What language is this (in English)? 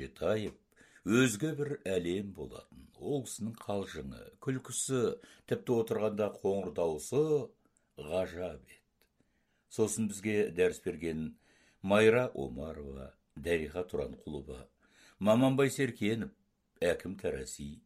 Kazakh